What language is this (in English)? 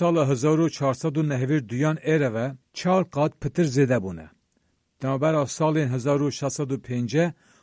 Kurdish